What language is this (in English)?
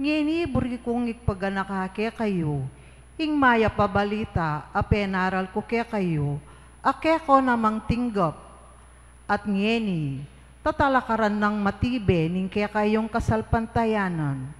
Pampanga